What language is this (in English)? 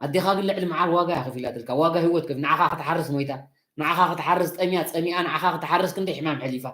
Tigrinya